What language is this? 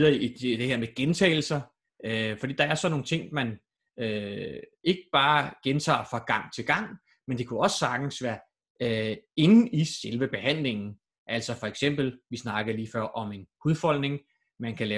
Danish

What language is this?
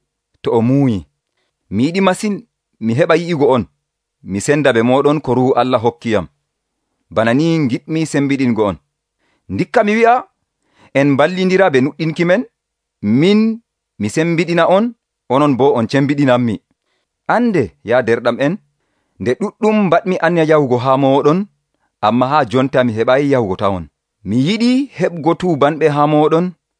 Nigerian Fulfulde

